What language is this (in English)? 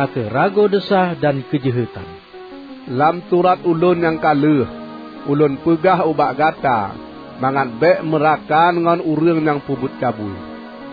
Achinese